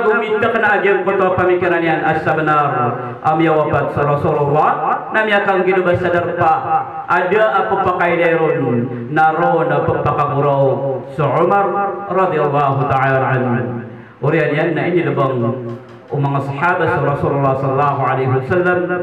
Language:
Maranao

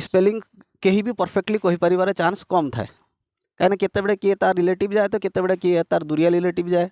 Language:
Odia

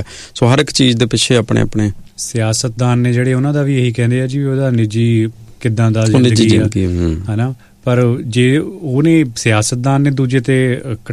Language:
Punjabi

